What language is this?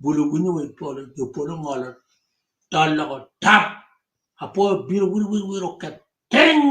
Acoli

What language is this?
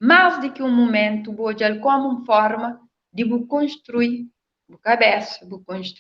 Kabuverdianu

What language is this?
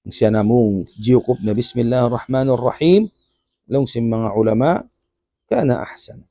Tausug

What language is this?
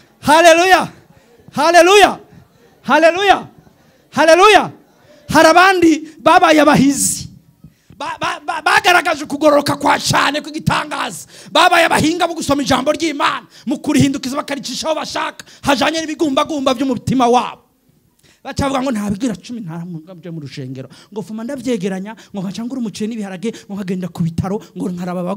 Rundi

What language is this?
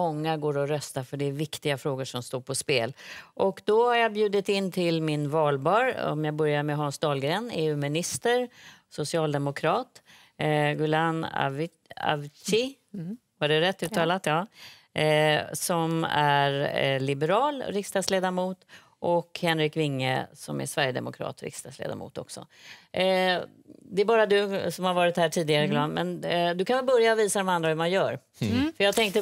Swedish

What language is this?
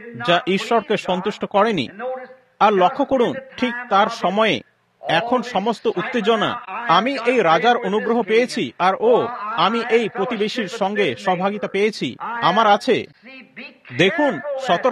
Bangla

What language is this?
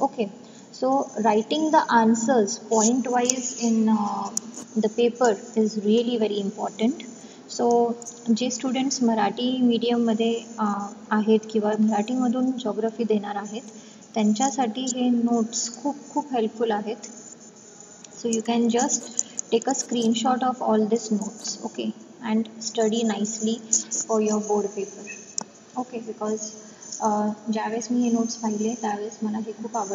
Marathi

